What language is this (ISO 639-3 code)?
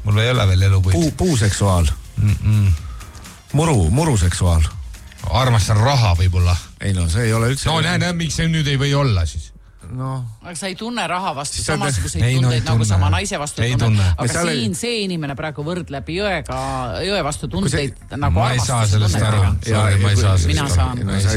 est